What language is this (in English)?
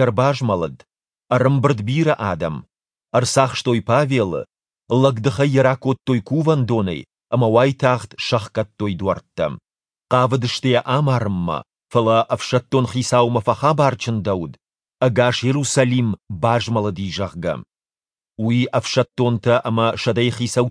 Ossetic